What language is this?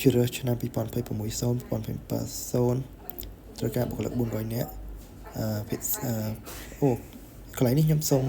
Khmer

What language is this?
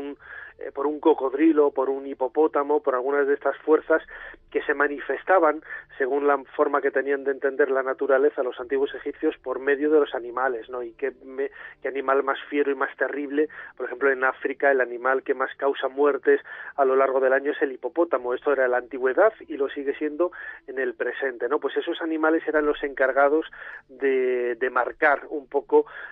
Spanish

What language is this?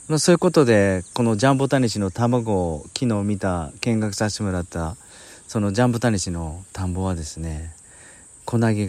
Japanese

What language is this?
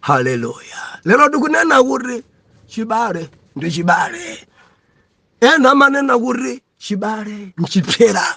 Nyanja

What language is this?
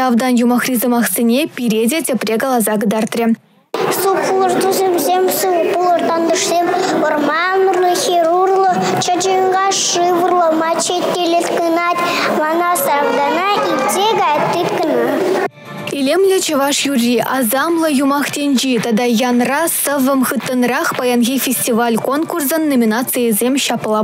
Chuvash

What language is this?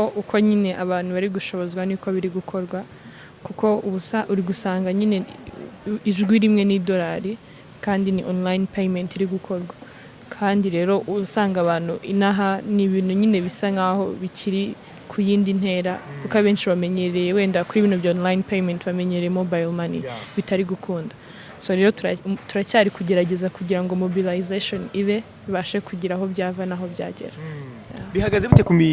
Kinyarwanda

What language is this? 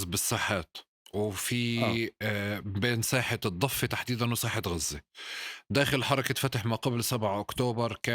North Levantine Arabic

